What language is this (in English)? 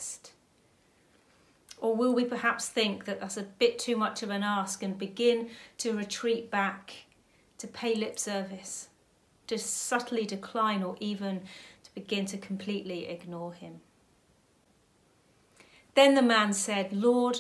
English